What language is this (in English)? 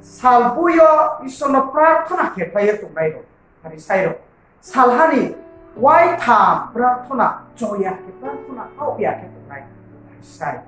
Riang (India)